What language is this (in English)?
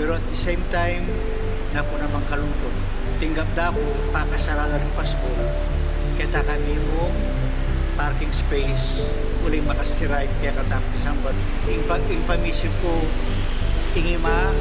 Pampanga